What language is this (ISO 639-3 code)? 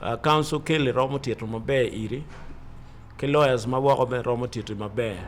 ach